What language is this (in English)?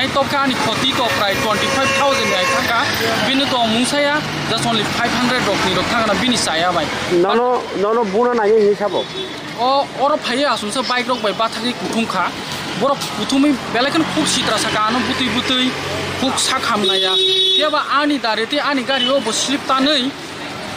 Riang (India)